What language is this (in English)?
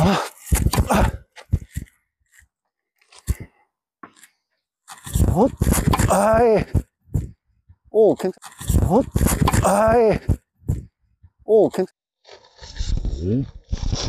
Korean